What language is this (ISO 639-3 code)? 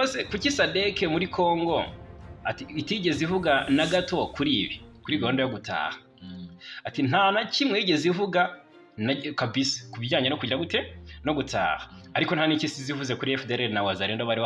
kin